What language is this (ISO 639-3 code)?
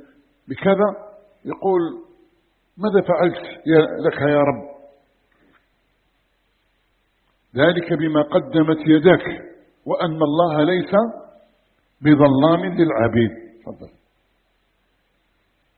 ara